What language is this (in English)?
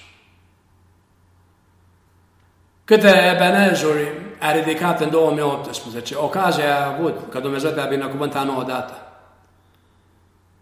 Romanian